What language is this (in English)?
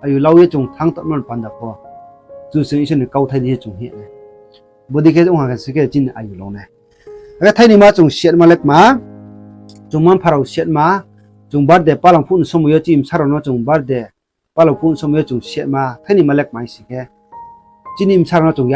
Riang (India)